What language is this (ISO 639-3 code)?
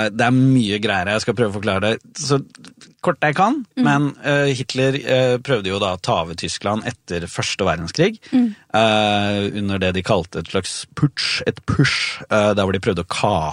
nor